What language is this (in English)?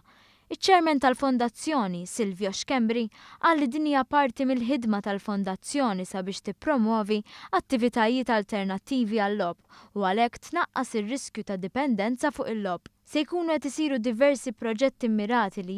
Maltese